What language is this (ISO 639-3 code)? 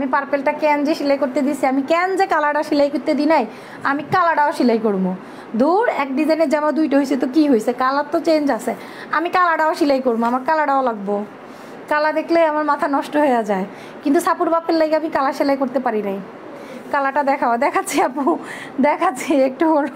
ben